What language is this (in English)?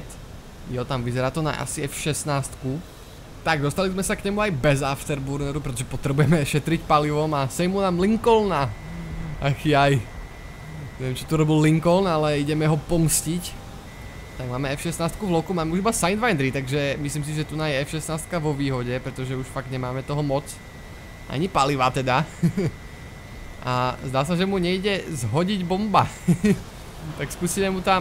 Slovak